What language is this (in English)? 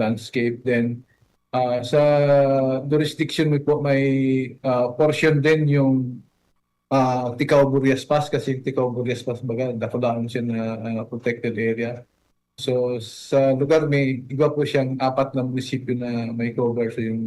Bikol